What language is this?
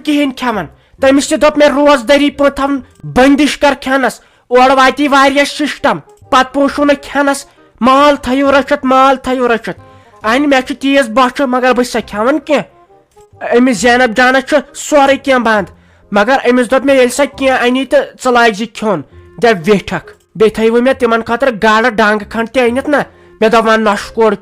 Kashmiri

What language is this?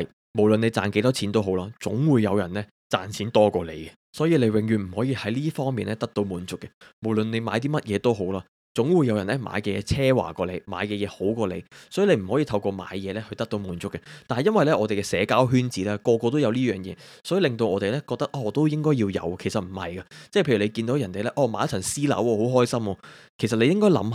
Cantonese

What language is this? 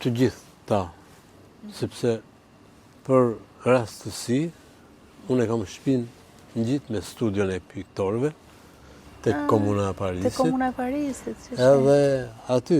Albanian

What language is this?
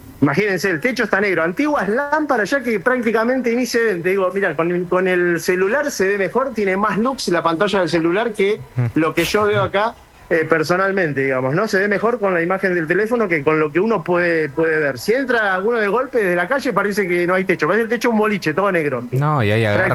Spanish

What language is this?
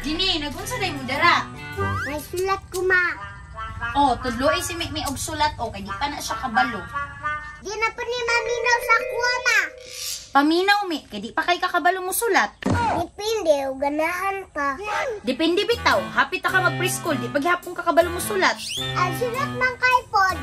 Cebuano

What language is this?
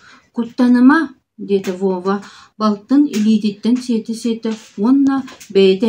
Yakut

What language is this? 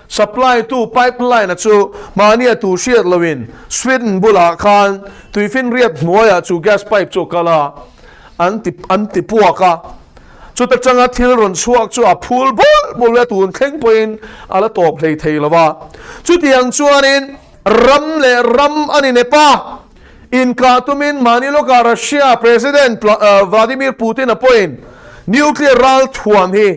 Mizo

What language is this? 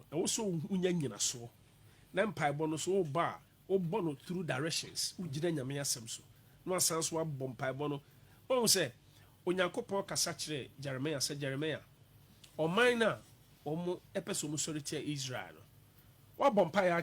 Akan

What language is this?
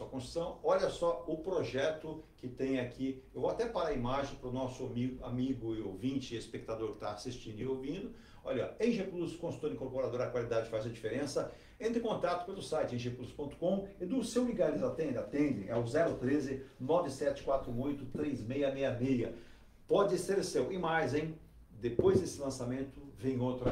Portuguese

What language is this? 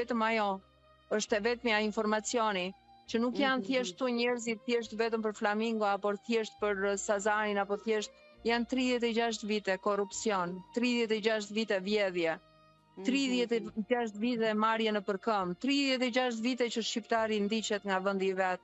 Albanian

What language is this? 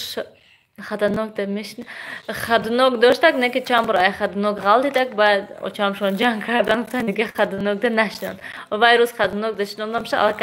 Tajik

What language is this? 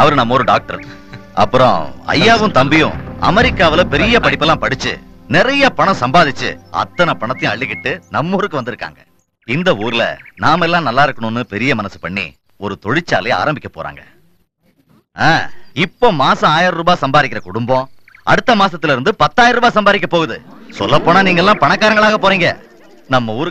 Tamil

